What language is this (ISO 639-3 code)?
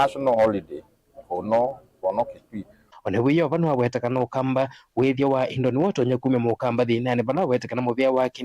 kam